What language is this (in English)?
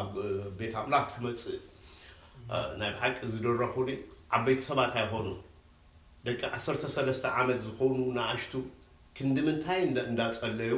Tigrinya